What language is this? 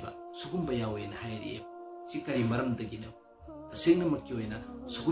Manipuri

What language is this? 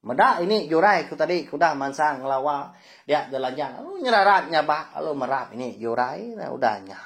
Iban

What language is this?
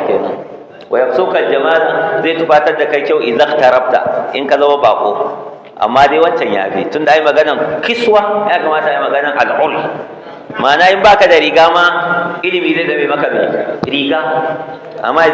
Hausa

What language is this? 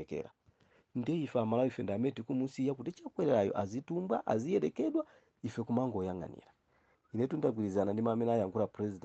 Nyanja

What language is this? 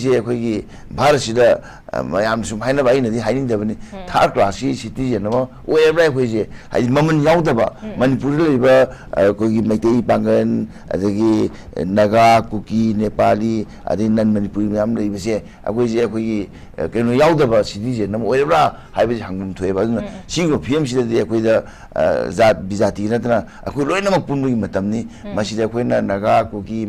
Manipuri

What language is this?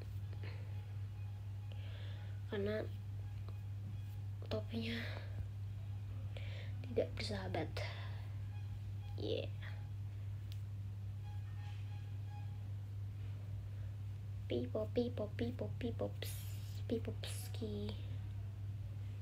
Indonesian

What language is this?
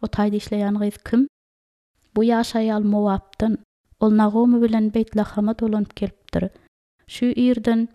Turkmen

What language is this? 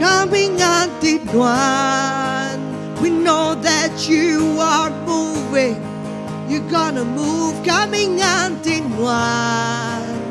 Iban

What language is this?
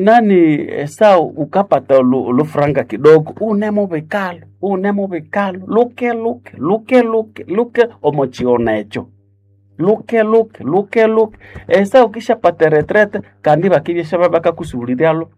Nande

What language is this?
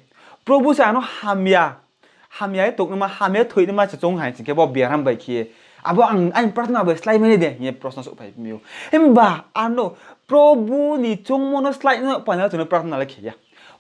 Riang (India)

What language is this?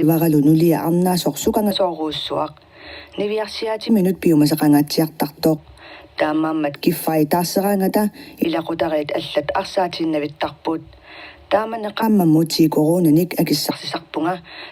Kalaallisut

